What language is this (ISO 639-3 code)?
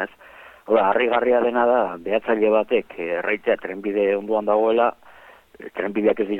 eus